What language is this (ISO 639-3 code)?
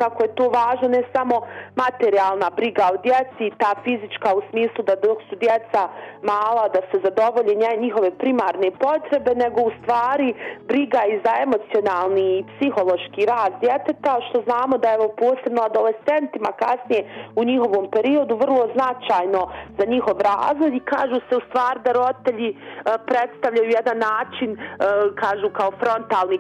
bos